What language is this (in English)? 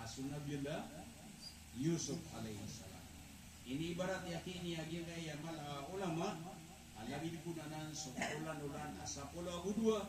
Maranao